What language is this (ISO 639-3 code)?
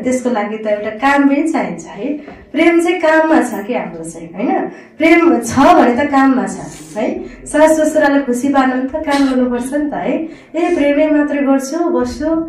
nep